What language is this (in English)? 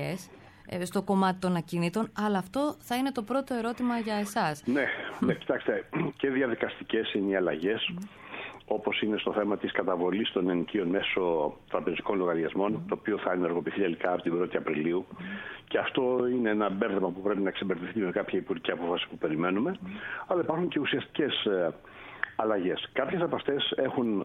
Greek